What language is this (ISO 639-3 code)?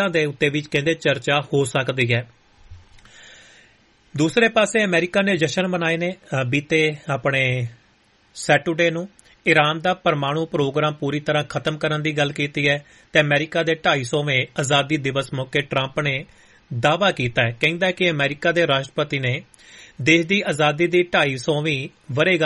pan